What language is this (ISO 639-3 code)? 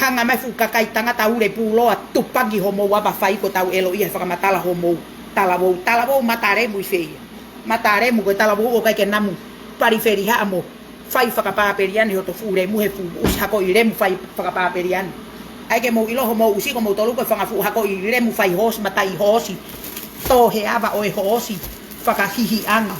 ton